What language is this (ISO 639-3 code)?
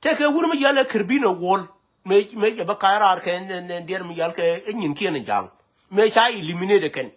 nus